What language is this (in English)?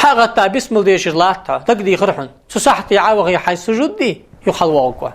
Ingush